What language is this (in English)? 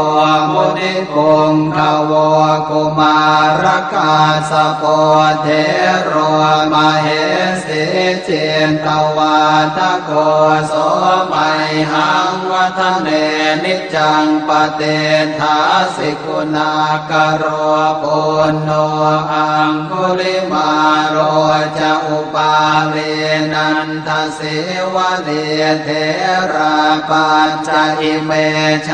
Pali